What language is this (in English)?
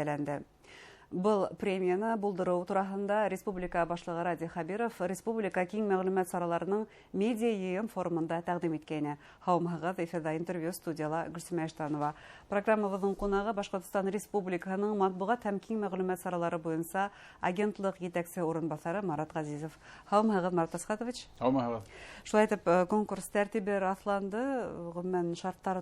Bashkir